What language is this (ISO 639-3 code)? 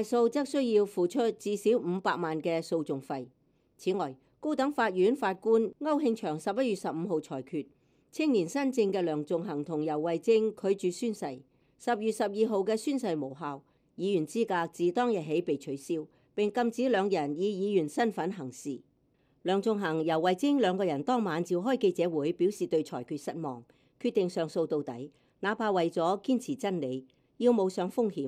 yue